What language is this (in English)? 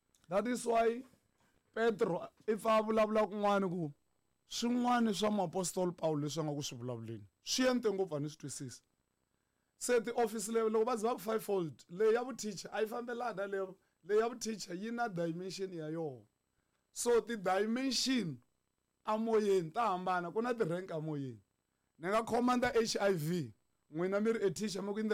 Tsonga